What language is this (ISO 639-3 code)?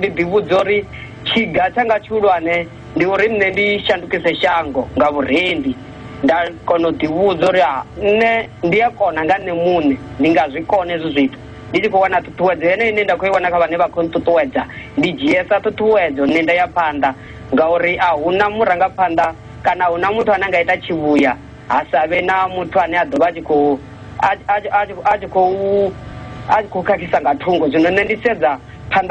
ven